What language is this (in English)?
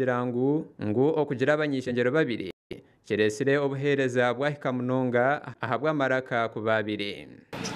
Nyankole